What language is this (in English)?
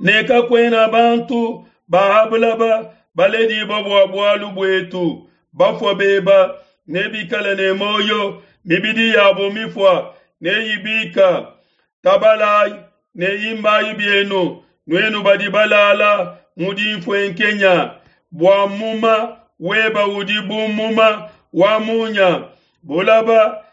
Luba-Lulua